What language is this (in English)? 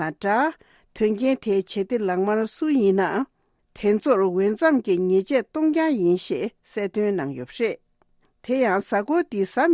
Tibetan